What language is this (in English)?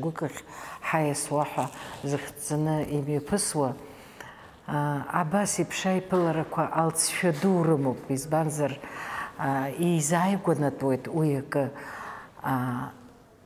Abkhazian